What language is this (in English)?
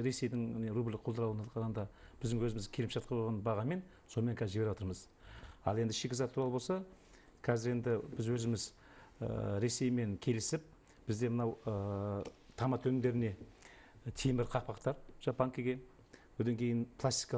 Kazakh